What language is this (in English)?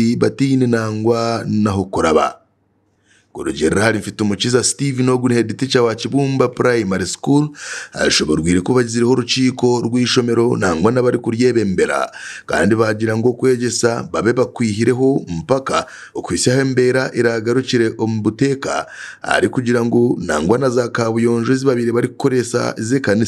Nyankole